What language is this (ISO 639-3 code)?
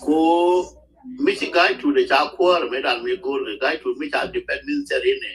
nus